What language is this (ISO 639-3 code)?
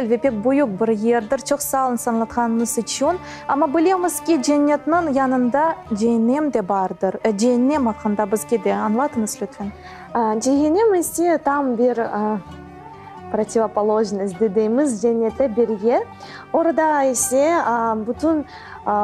crh